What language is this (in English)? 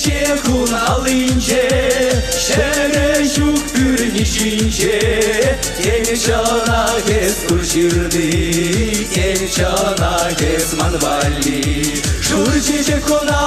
Chuvash